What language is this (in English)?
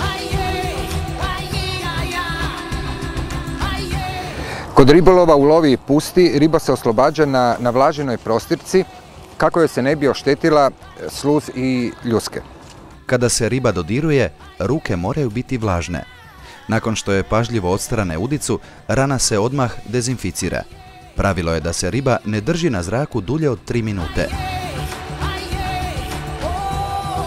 Croatian